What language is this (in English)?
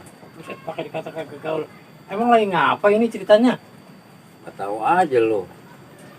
Betawi